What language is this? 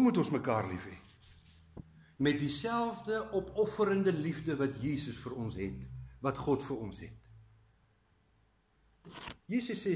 Afrikaans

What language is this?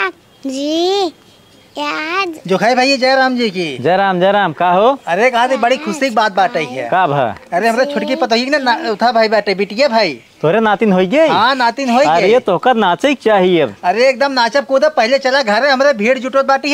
Awadhi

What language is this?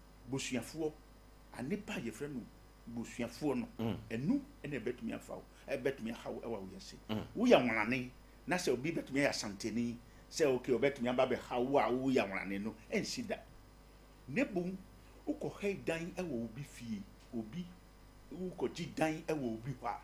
Akan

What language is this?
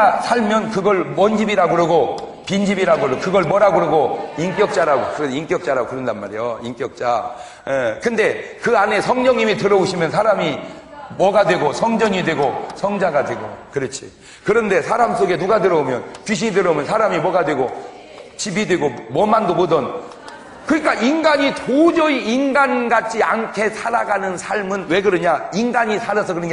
Korean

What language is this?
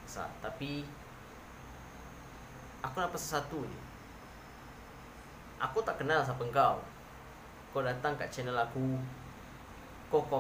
Malay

